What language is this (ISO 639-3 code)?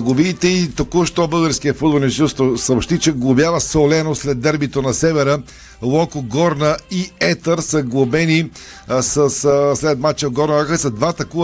bul